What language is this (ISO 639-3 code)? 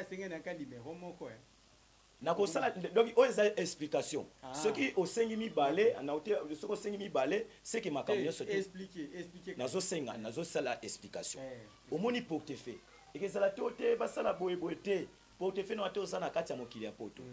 lin